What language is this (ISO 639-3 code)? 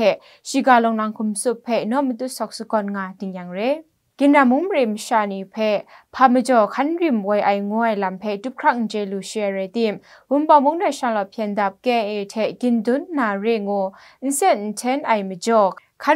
kac